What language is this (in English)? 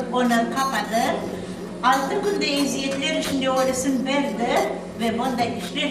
Crimean Tatar